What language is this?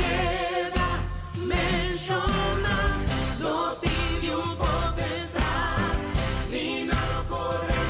Papiamento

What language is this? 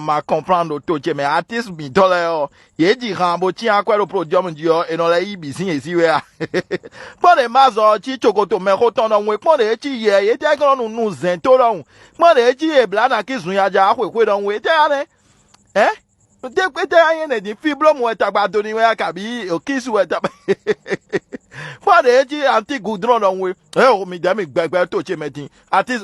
Fon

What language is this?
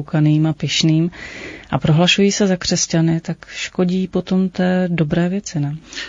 Czech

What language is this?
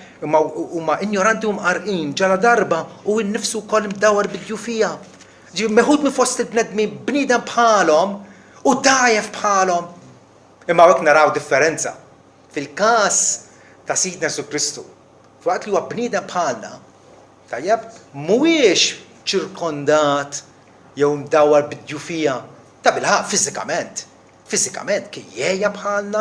Maltese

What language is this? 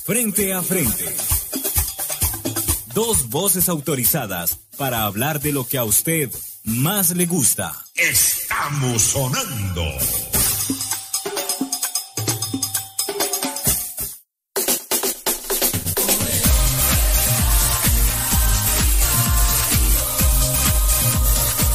Spanish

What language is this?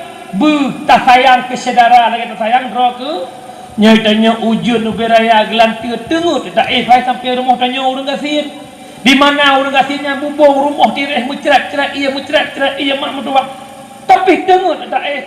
Achinese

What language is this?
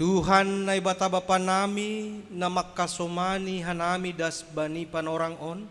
Batak Simalungun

